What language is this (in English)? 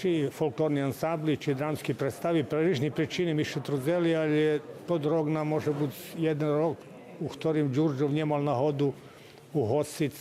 Rusyn